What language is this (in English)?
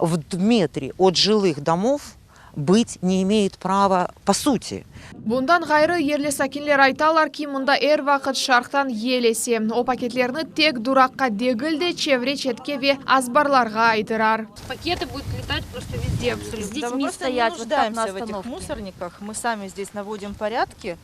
Crimean Tatar